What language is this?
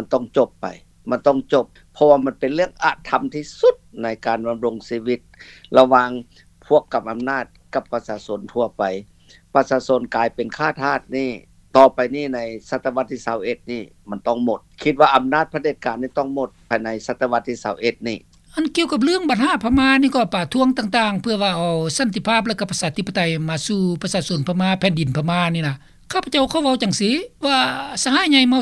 Lao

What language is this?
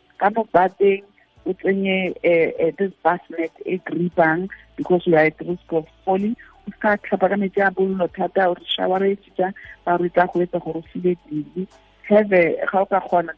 Tswana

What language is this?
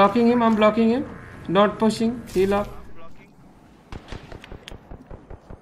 Hindi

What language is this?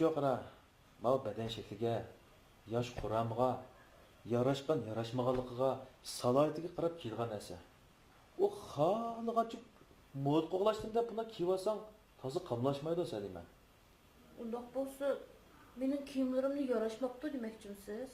Uyghur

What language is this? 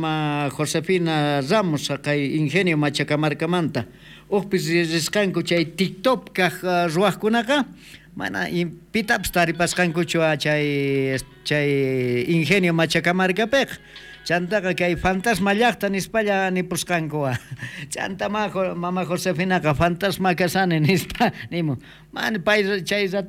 South Bolivian Quechua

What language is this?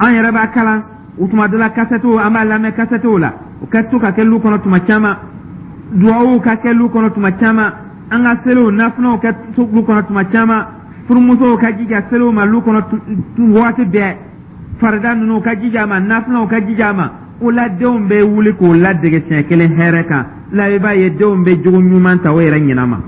Dyula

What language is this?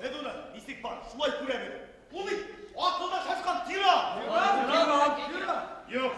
Bashkir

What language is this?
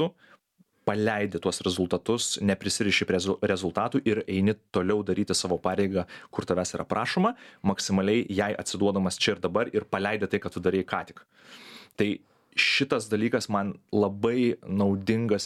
Lithuanian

